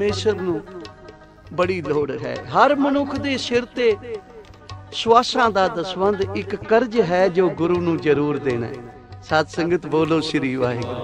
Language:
Punjabi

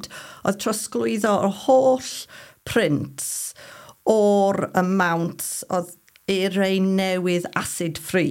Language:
Welsh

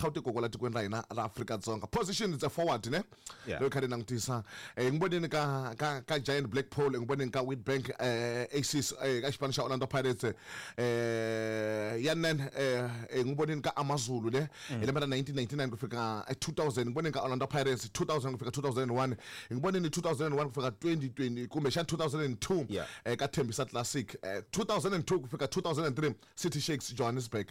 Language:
Tsonga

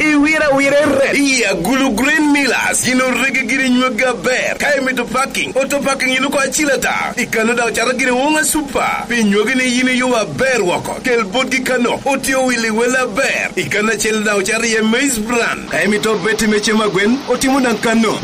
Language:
Lango (Uganda)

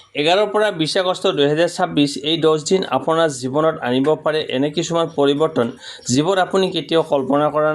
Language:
Assamese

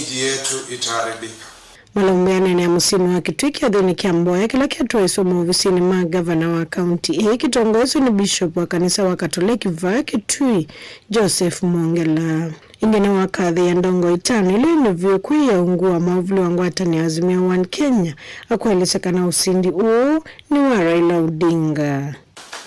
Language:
Kamba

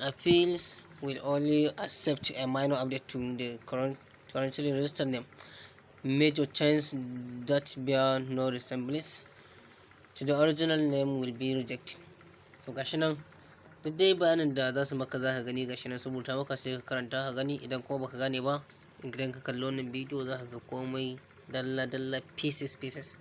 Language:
Hausa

